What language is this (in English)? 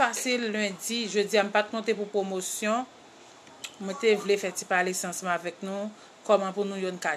Haitian Creole